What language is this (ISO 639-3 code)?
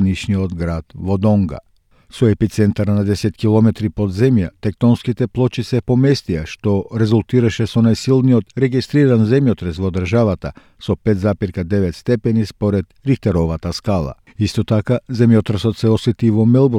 mkd